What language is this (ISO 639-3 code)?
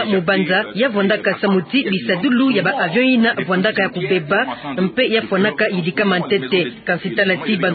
ktu